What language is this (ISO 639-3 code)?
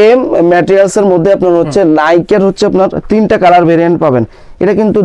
ben